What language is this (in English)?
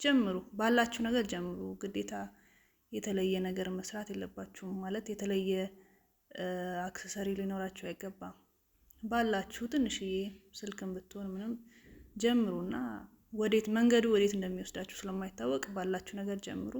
Amharic